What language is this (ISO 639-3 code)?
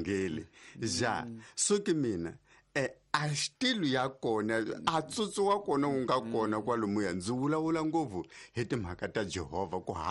tso